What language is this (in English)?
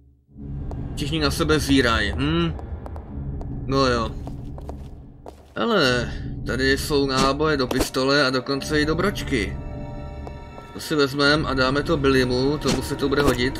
Czech